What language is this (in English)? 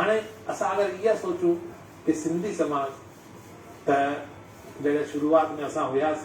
Sindhi